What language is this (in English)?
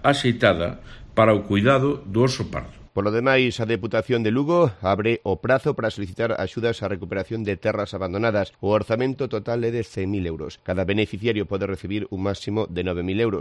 Galician